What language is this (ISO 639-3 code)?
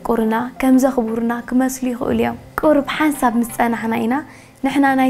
tir